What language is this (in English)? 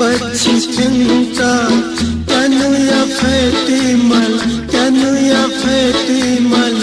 Newari